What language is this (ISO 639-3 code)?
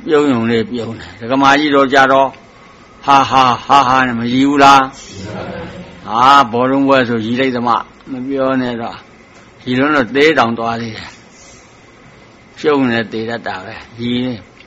mya